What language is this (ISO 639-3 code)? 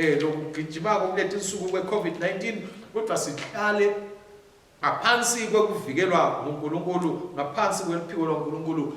ssw